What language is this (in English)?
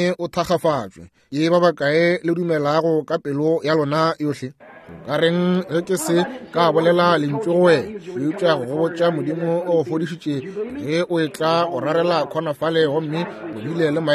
Northern Sotho